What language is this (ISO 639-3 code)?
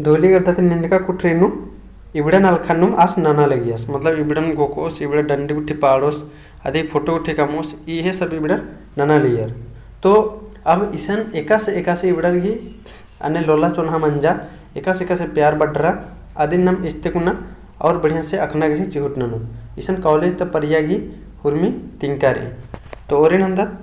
kru